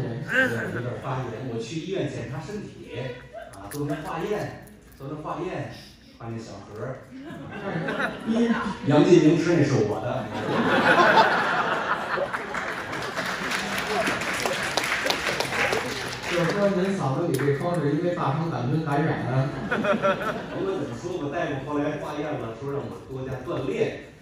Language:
Chinese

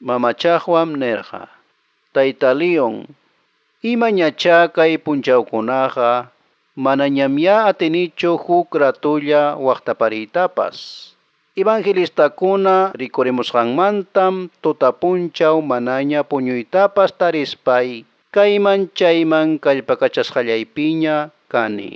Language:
Quechua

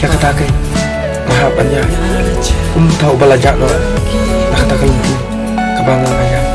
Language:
Khasi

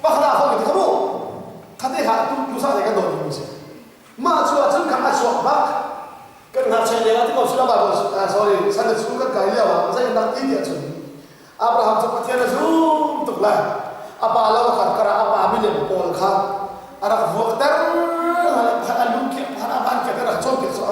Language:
Hakha Chin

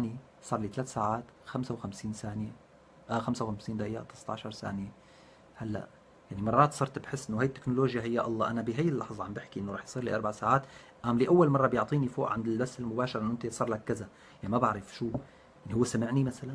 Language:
North Levantine Arabic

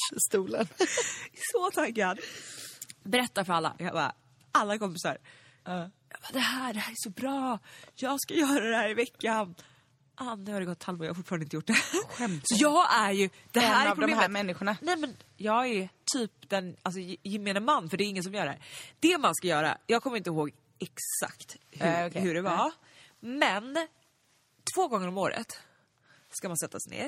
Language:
Swedish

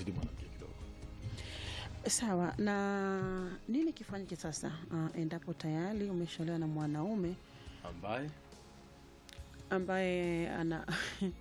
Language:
Swahili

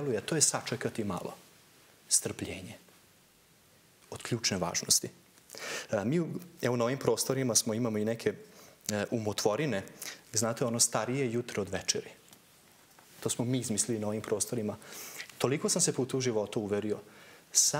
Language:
Serbian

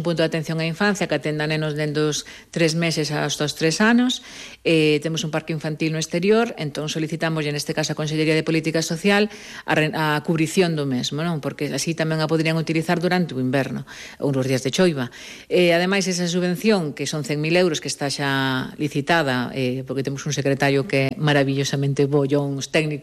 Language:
Galician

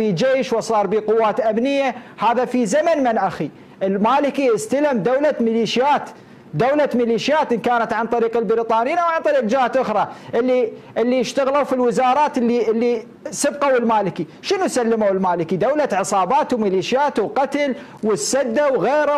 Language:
Mesopotamian Arabic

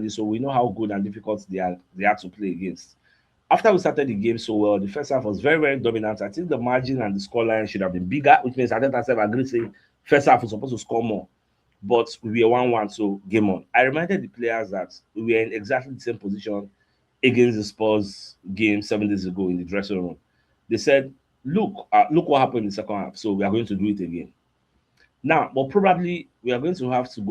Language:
Nigerian Pidgin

